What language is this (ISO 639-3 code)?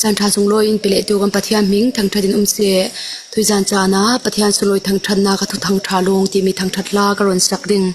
cfm